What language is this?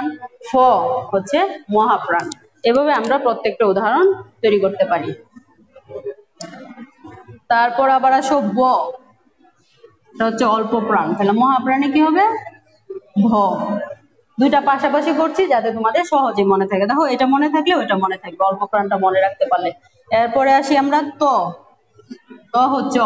Bangla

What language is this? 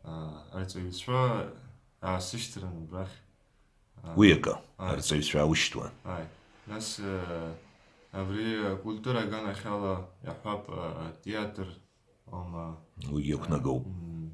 Abkhazian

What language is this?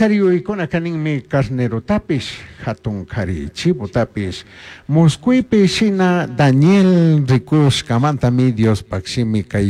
Chimborazo Highland Quichua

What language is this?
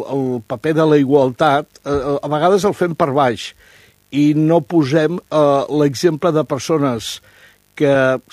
Catalan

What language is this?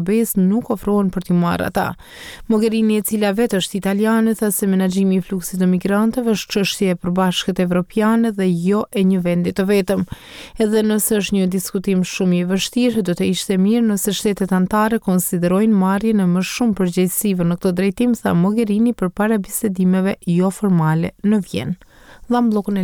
Albanian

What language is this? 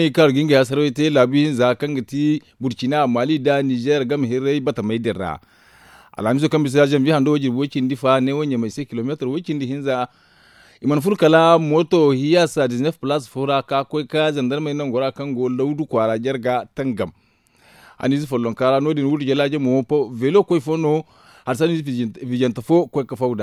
Zarma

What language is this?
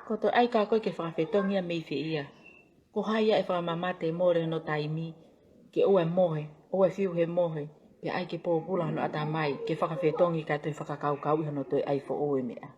Tongan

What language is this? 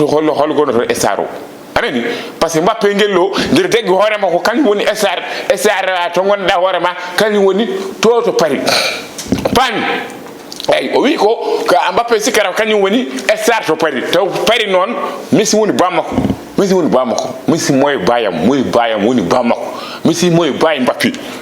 Fula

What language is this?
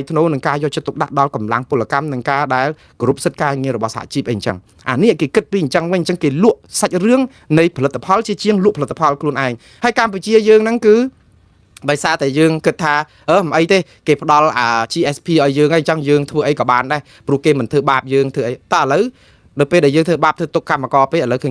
Khmer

